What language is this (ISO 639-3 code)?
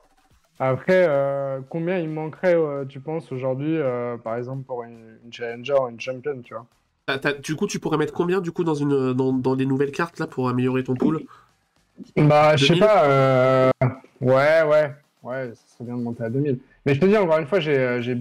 fra